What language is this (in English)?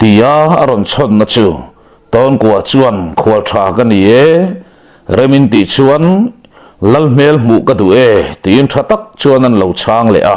Mizo